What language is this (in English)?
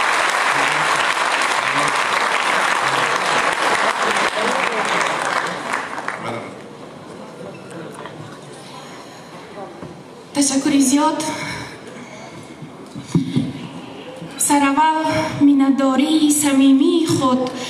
Persian